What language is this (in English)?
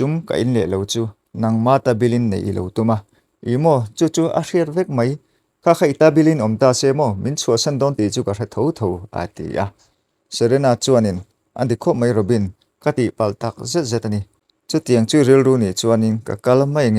Mizo